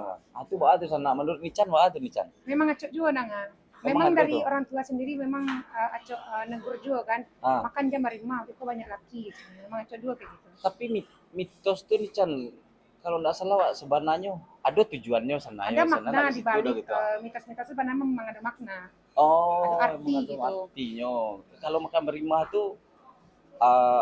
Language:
Minangkabau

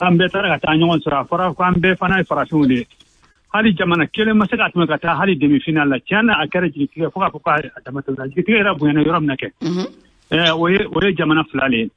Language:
Bambara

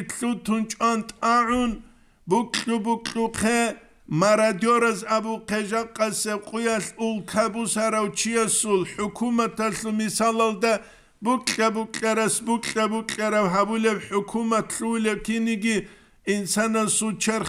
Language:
Avaric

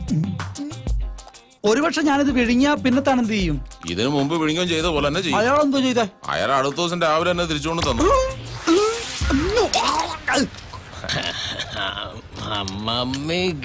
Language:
Malayalam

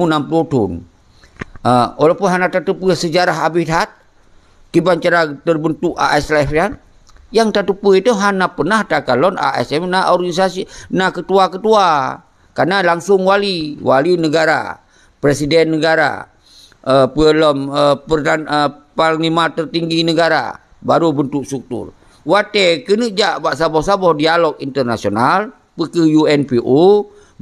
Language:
Achinese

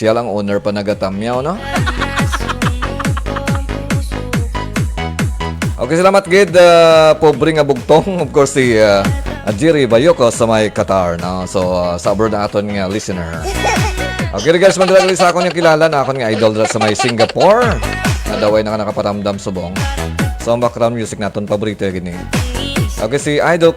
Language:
Hiligaynon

